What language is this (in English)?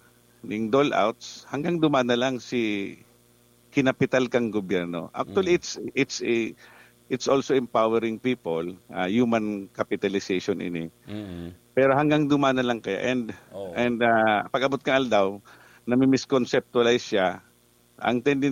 Bikol